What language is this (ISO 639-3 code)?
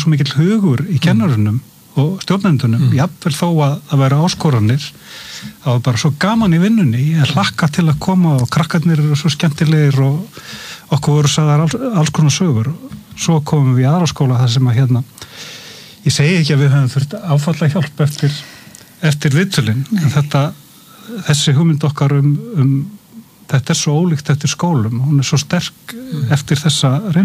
isl